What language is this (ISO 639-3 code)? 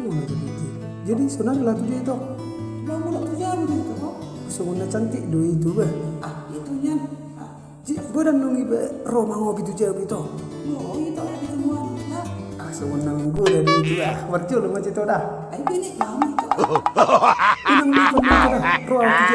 bbc